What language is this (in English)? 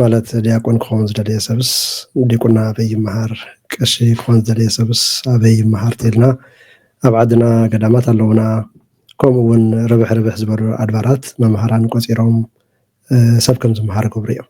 Tigrinya